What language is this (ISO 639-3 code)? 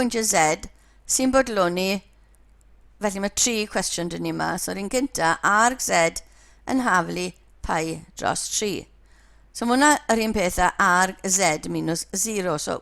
cym